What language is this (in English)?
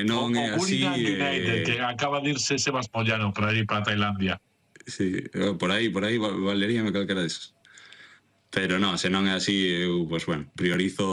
Galician